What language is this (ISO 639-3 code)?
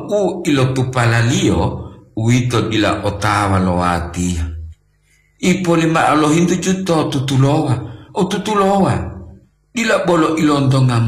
gor